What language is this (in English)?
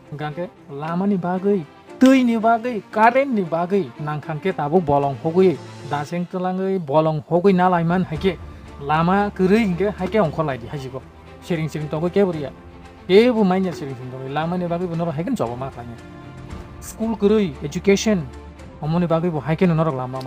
Kok Borok